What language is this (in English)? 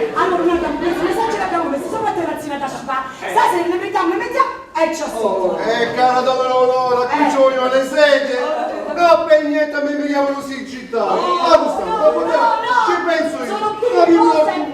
Neapolitan